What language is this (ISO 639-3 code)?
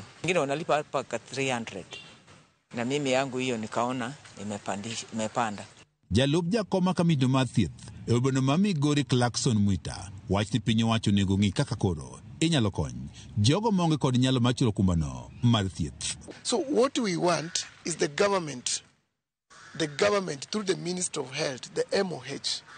luo